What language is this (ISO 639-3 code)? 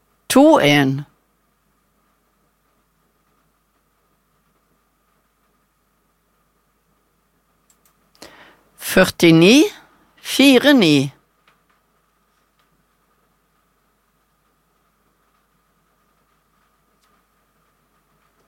nor